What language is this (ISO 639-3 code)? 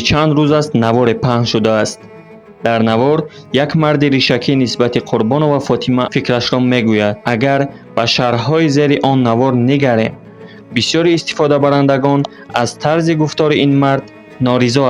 tgk